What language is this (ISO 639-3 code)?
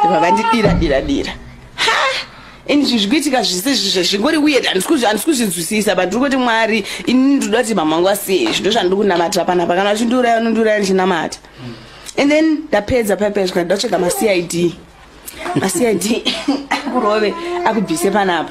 sna